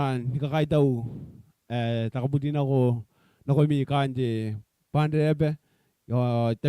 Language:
Gilbertese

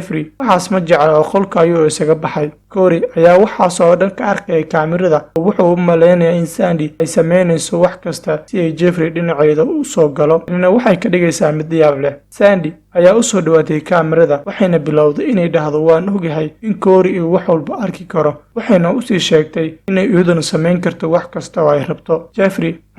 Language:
Somali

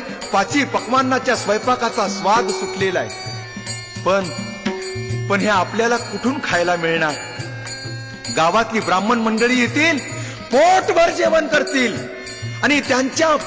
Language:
Marathi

